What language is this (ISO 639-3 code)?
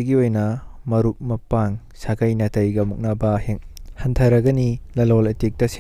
mni